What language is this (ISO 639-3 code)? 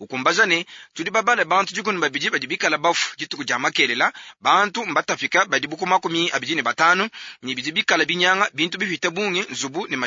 lua